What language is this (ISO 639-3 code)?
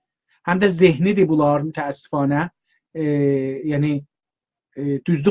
azb